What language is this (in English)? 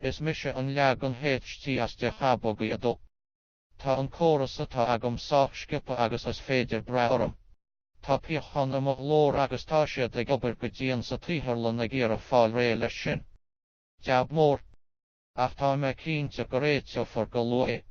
Irish